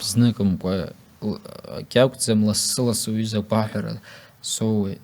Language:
Abkhazian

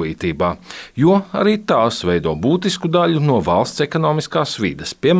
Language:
Latvian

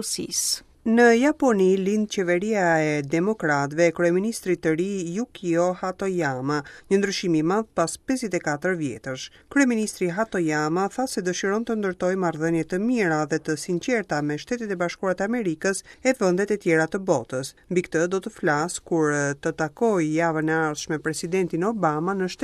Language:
Albanian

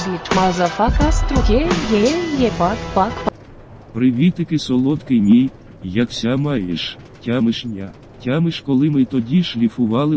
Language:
Rusyn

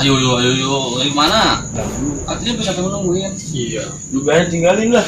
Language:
Betawi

